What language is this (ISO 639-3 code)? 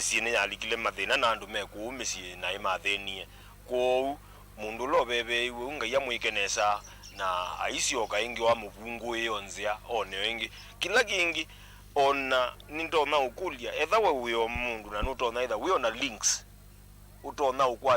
kam